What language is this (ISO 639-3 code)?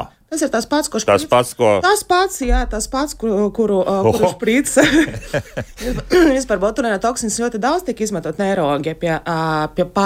lav